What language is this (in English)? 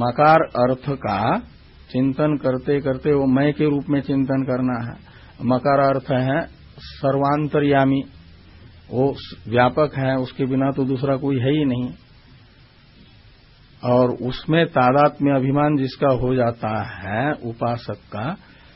Hindi